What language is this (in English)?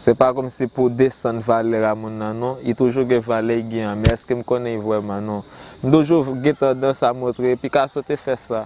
Haitian Creole